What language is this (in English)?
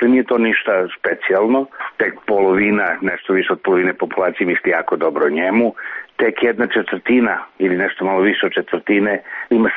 Serbian